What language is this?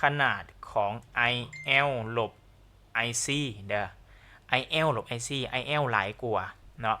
Lao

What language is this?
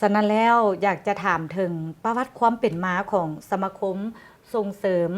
Lao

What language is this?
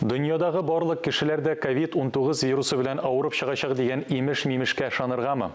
Tatar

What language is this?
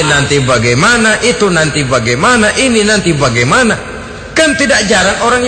Indonesian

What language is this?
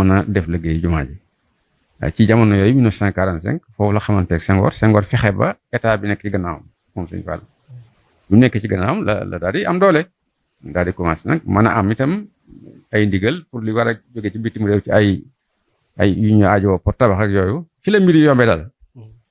Wolof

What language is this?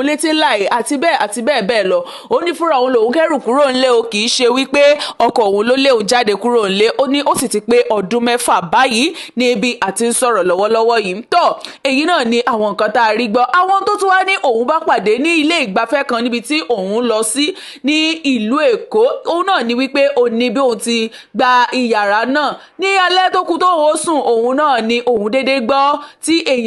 Yoruba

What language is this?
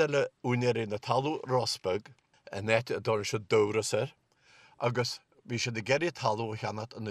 Irish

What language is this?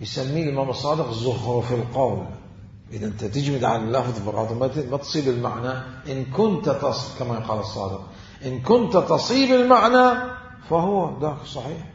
Mesopotamian Arabic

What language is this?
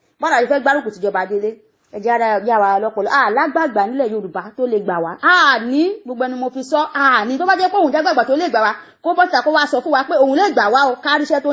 Yoruba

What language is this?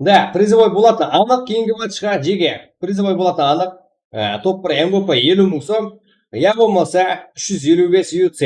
Kara-Kalpak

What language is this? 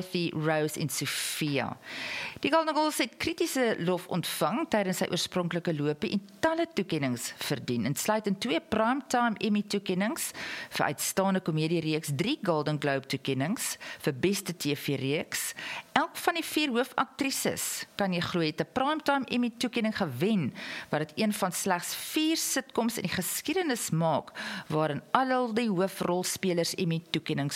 Afrikaans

